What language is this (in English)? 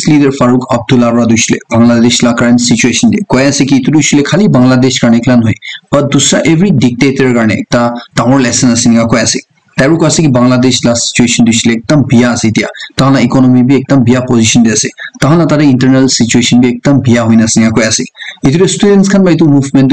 Naga Pidgin